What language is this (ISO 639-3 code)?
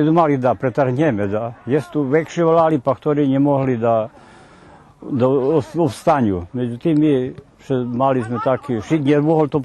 rue